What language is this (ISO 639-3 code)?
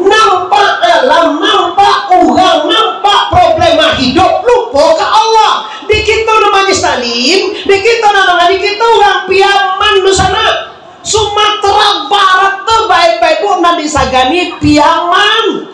min